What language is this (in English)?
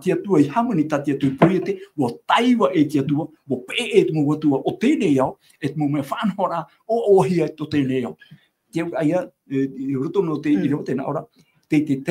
Tahitian